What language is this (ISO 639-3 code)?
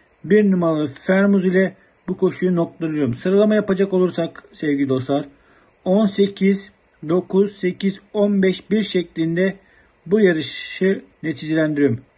tur